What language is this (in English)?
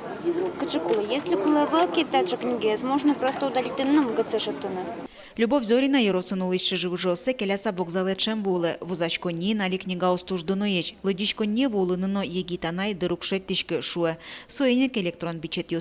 Udmurt